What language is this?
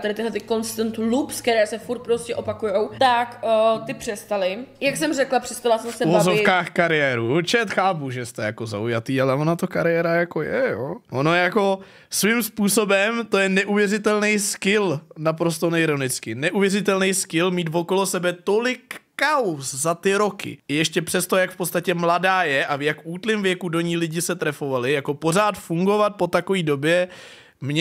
Czech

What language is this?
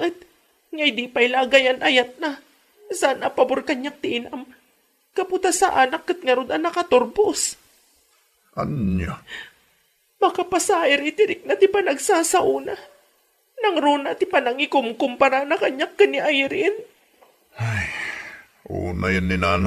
Iloko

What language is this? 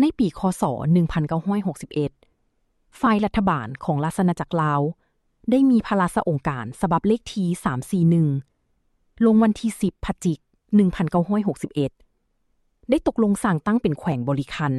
Lao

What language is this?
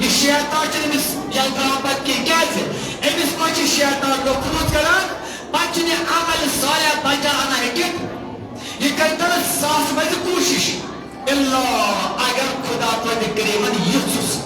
Kashmiri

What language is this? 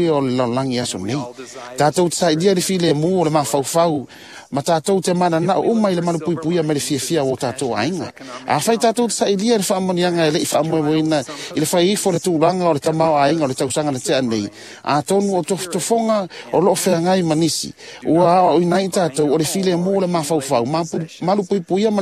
Samoan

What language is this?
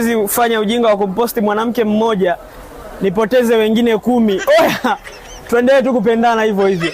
Swahili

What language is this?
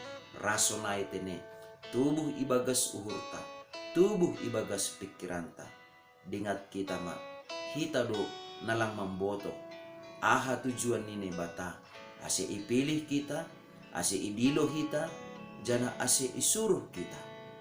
Batak Simalungun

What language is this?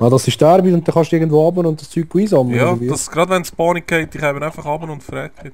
Swiss German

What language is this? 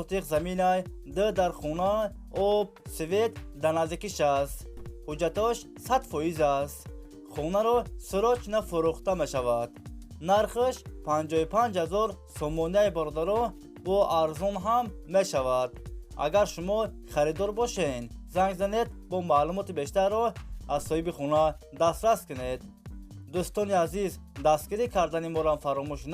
Tajik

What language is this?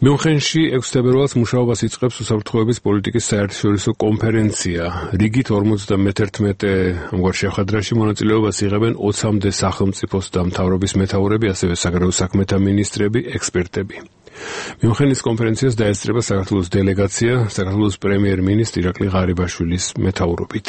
Georgian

